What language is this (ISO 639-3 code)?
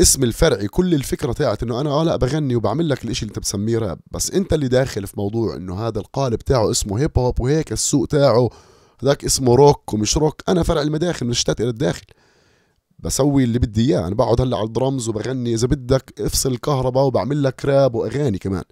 apc